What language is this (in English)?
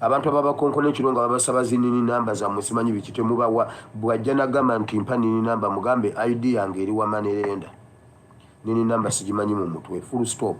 Ganda